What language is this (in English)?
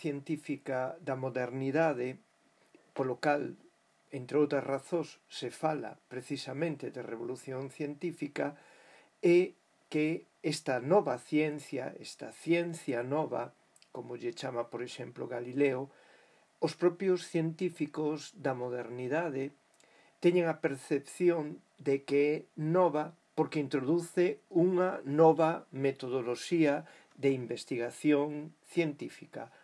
Galician